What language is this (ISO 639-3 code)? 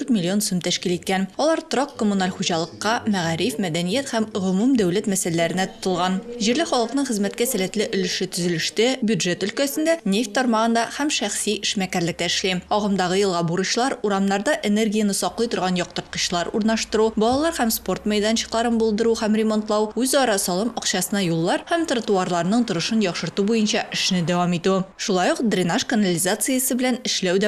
tat